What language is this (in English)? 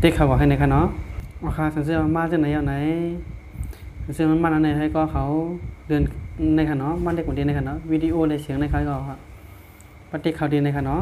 Shan